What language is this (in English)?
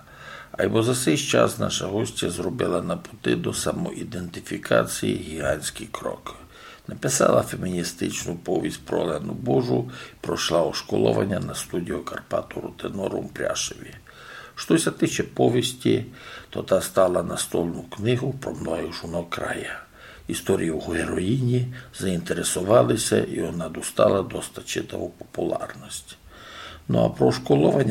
Rusyn